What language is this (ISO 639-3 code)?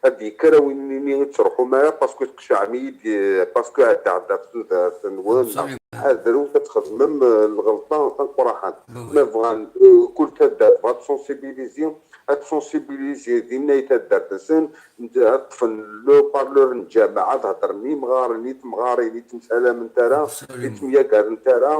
kab